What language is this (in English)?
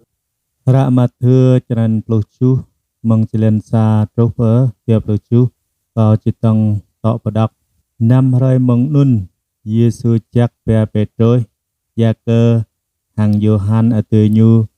Jarai